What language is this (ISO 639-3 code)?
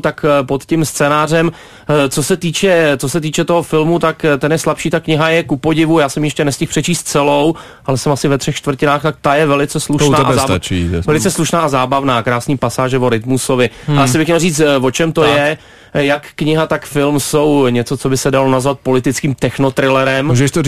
ces